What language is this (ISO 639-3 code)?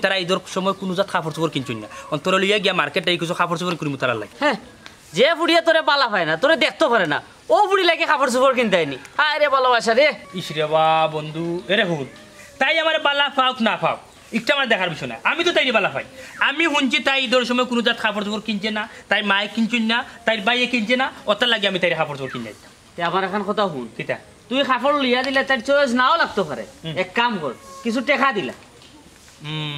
syl